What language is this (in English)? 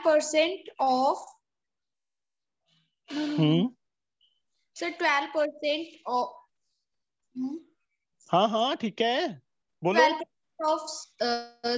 Hindi